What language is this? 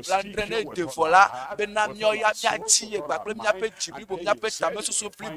Ewe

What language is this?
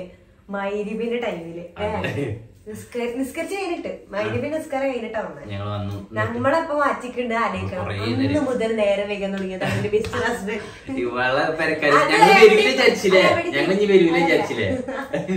Malayalam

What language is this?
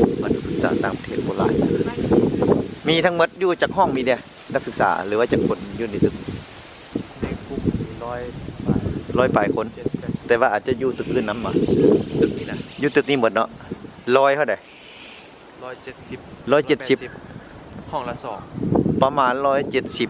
Lao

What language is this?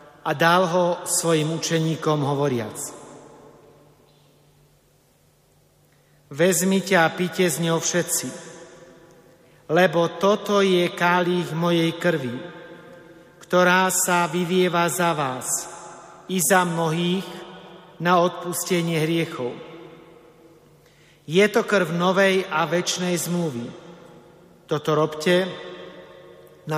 Slovak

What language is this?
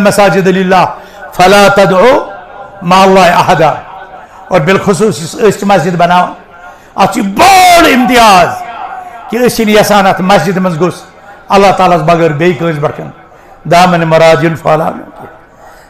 Kashmiri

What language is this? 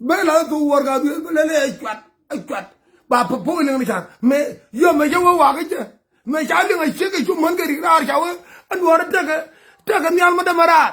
Nuer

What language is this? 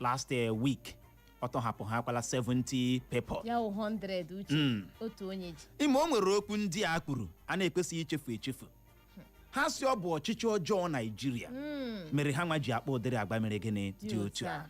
Igbo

